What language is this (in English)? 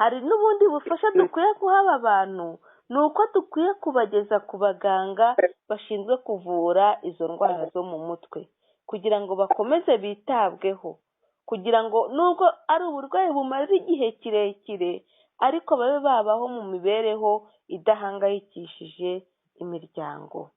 Kinyarwanda